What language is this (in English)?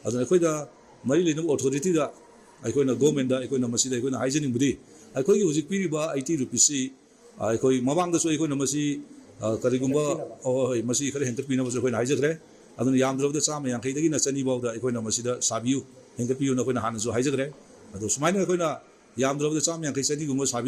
Manipuri